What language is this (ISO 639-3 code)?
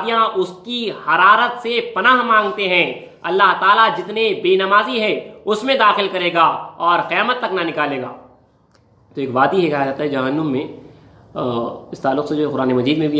urd